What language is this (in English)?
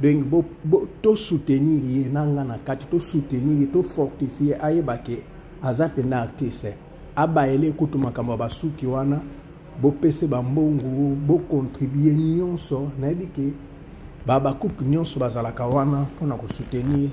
Lingala